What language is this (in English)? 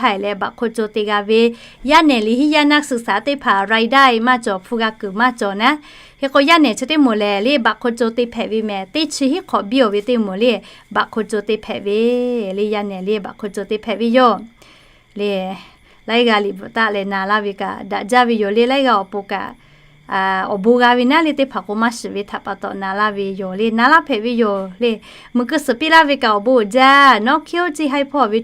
Lahu